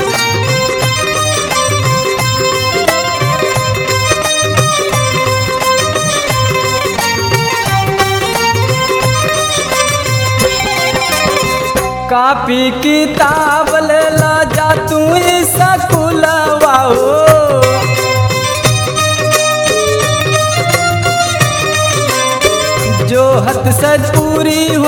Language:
Bhojpuri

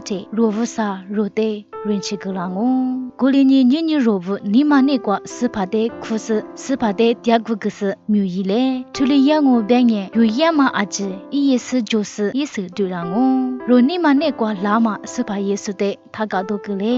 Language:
Lisu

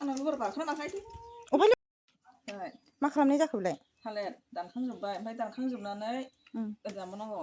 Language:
Bodo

